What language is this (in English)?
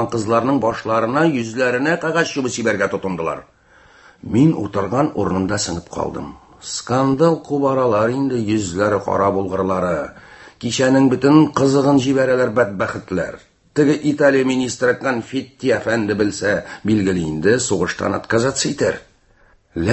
Tatar